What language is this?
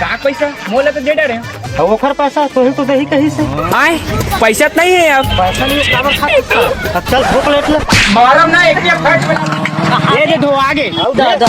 Chhattisgarhi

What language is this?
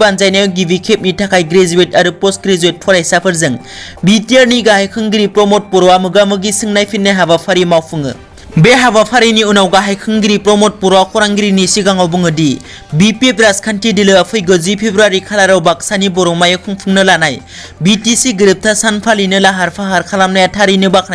Bodo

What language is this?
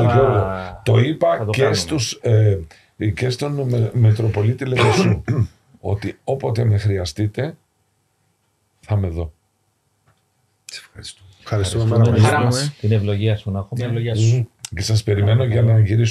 Greek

